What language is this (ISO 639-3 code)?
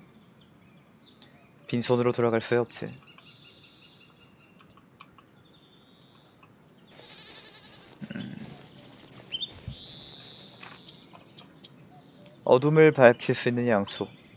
kor